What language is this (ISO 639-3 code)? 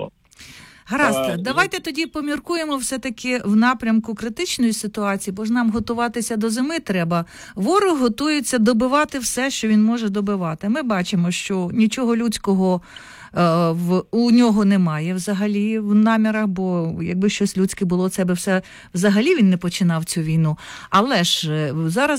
ukr